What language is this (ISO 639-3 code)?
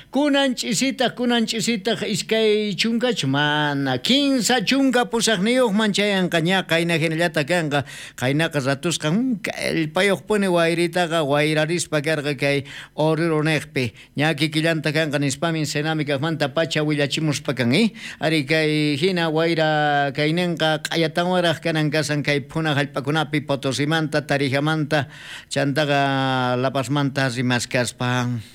quh